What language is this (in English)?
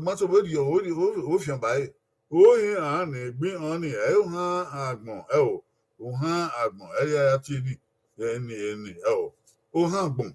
Bini